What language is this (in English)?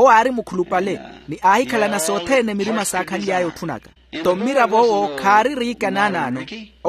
Makhuwa